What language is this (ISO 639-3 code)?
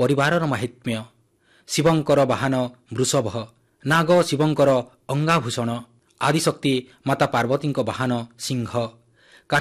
ori